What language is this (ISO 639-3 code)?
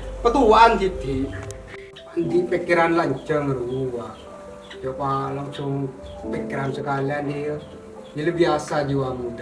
mad